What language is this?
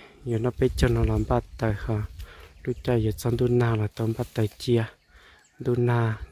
Hmong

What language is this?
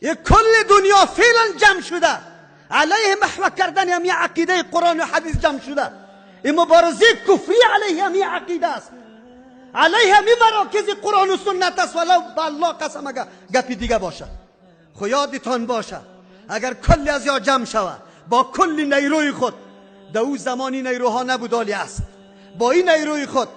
Persian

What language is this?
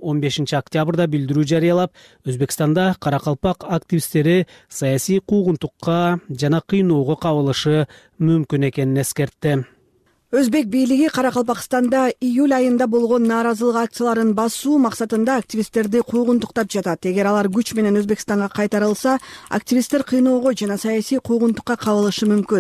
Kyrgyz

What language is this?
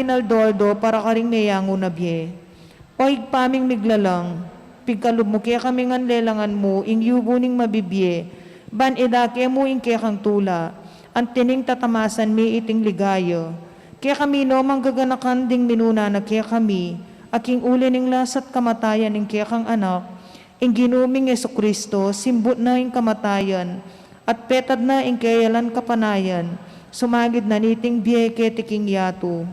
Pampanga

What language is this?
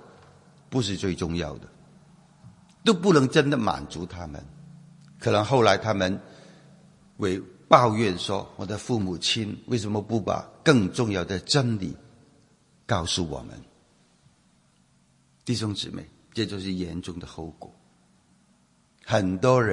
Chinese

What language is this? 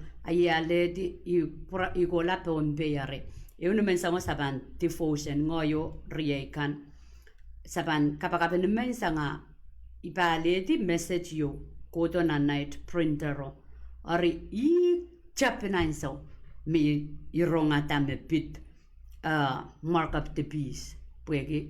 Pohnpeian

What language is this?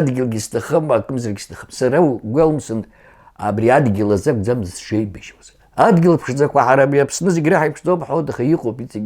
Abkhazian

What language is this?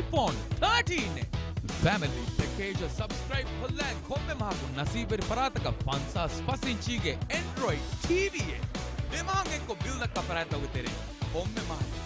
Divehi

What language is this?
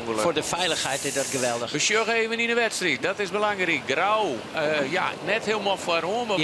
Western Frisian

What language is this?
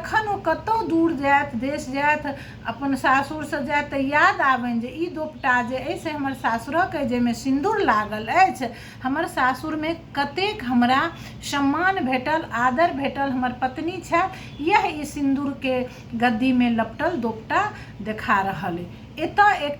Maithili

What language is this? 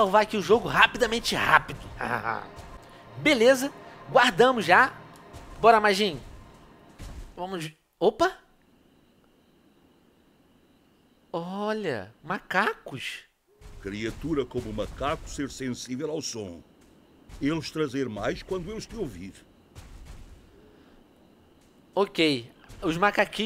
Portuguese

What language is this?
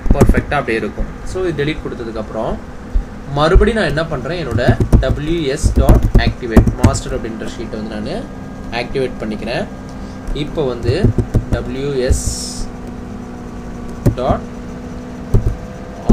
Tamil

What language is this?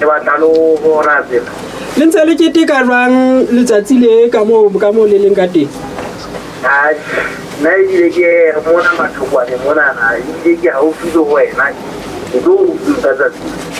Southern Sotho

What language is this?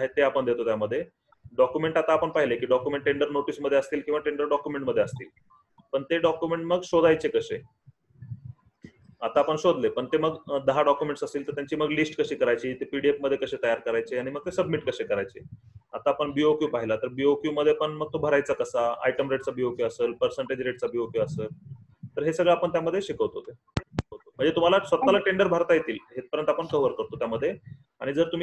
Marathi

